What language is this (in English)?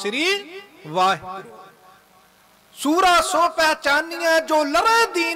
Punjabi